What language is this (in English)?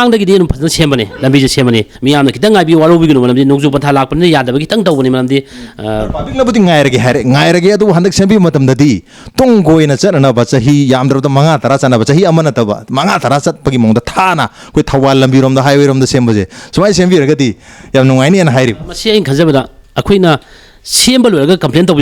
Manipuri